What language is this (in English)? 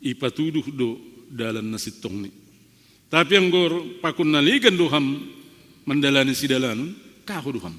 Batak Simalungun